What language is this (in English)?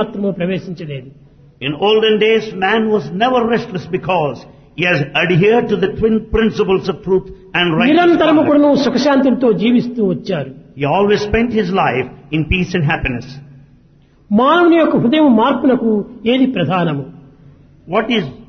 Telugu